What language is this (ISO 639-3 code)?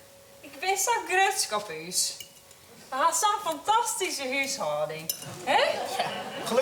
fry